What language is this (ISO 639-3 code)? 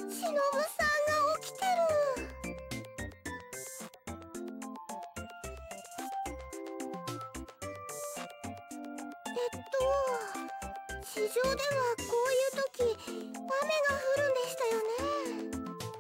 jpn